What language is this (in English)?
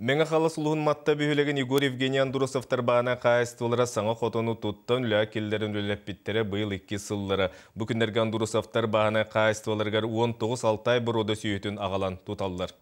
Yakut